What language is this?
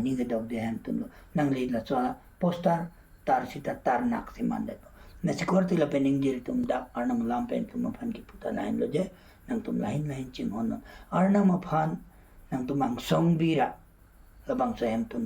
Karbi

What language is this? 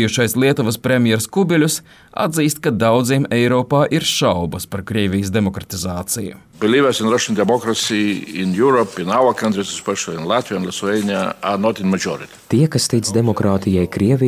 Latvian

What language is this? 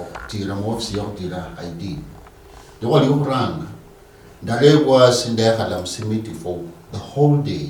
Luyia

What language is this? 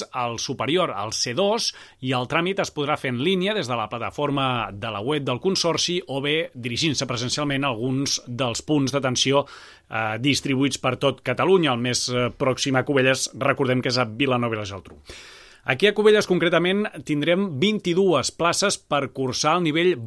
Catalan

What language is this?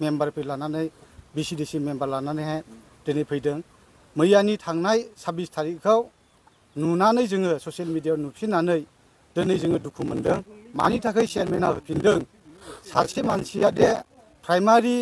Bodo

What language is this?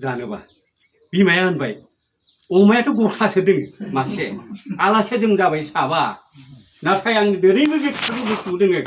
Bodo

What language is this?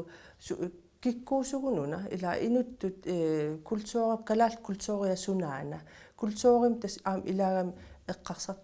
Kalaallisut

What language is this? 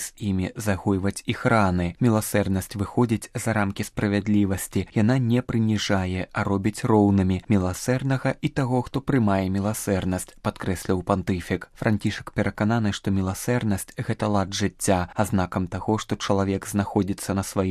Belarusian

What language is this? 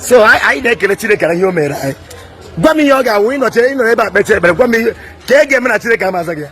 Igbo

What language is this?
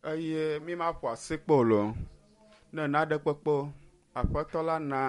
Ewe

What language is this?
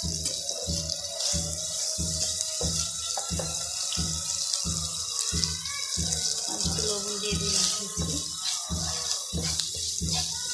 Bangla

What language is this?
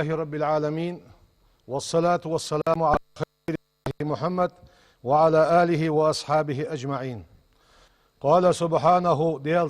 Ingush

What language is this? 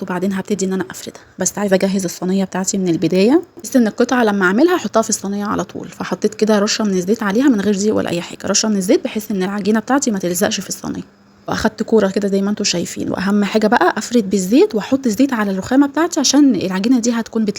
Egyptian Arabic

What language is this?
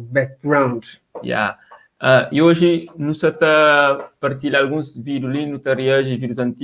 Kabuverdianu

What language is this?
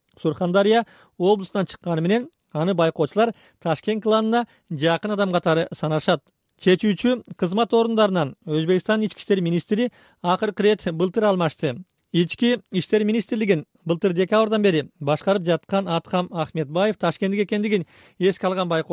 Kyrgyz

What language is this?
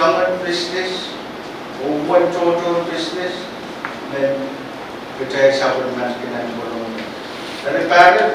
Pohnpeian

